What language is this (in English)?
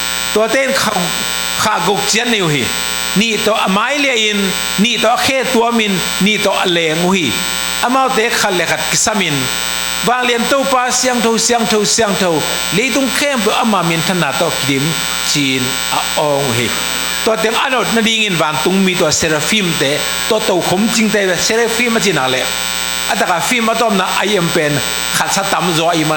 Tedim Chin